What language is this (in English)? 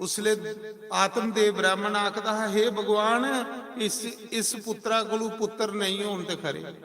Dogri